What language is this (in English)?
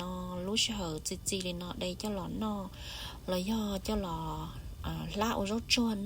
Hmong